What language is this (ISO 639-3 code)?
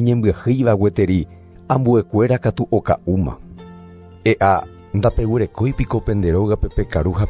grn